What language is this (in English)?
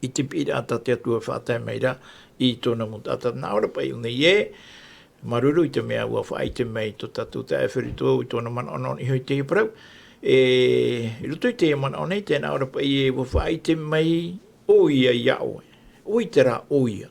Tahitian